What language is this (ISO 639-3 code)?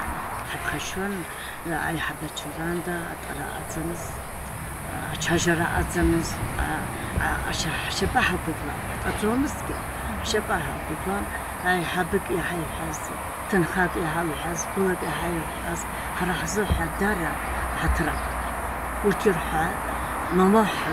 abk